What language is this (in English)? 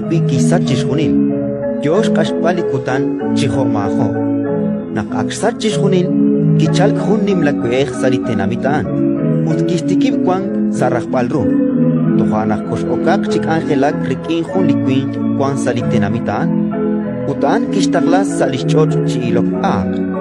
Kekchí